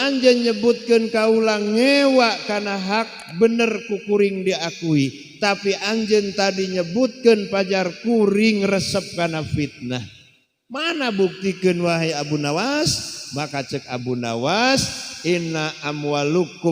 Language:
Sundanese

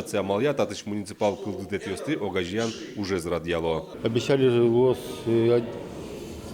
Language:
Udmurt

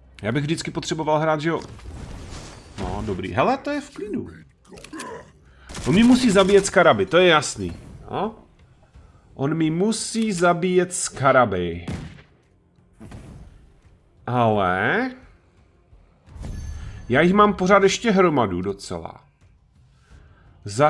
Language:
Czech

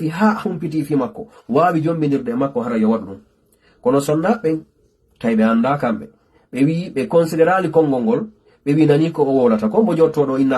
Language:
Fula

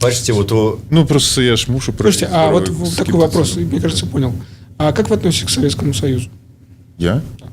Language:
Belarusian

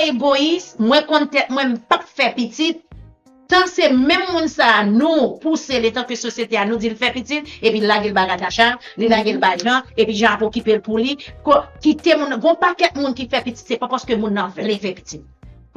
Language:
Haitian Creole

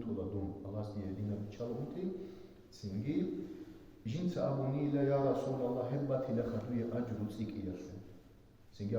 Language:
Avaric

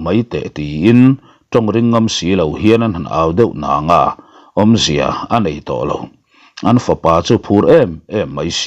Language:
Mizo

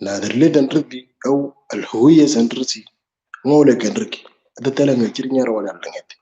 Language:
Moro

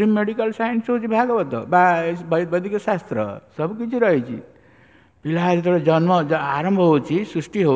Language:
Odia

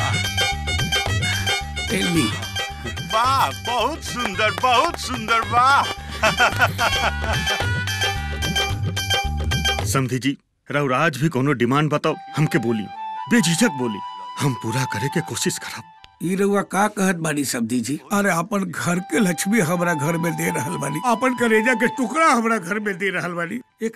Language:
Bhojpuri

